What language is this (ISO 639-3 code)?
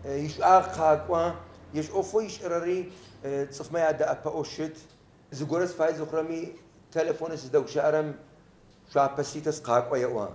ady